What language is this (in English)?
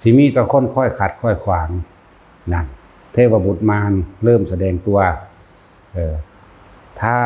Northeastern Thai